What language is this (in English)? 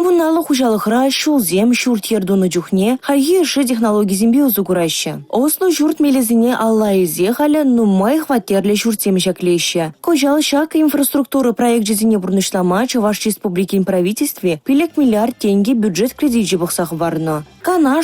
Chuvash